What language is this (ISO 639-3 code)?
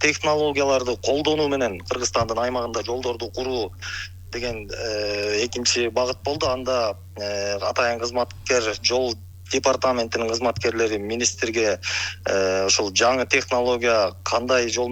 kir